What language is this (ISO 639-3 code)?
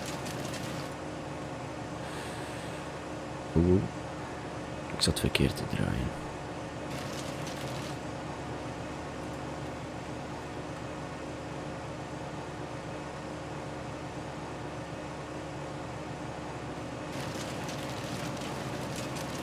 nld